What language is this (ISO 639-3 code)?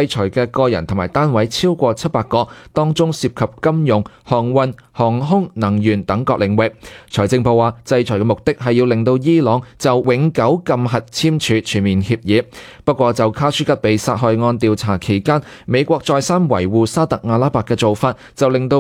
yue